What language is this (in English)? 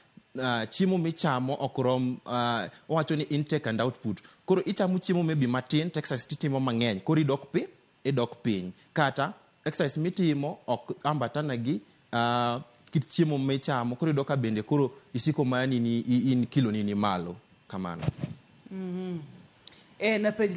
Luo (Kenya and Tanzania)